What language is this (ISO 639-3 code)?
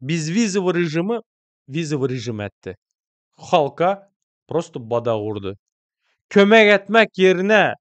tuk